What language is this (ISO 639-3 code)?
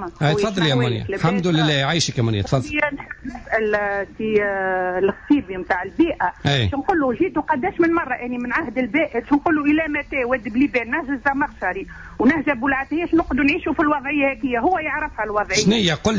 aeb